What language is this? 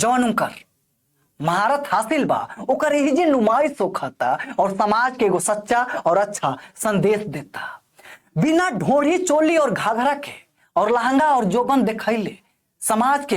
Bhojpuri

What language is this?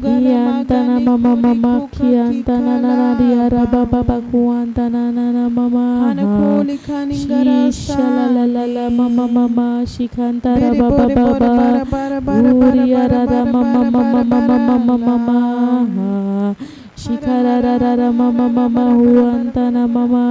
Tem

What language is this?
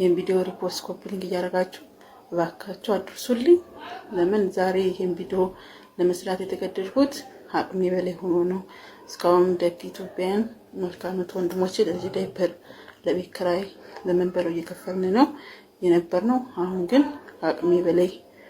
Amharic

